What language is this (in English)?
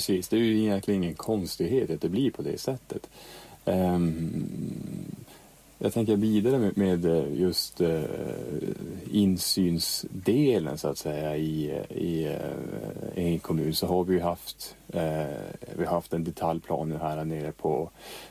Swedish